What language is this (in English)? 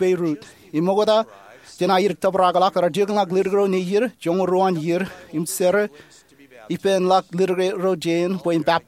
Marshallese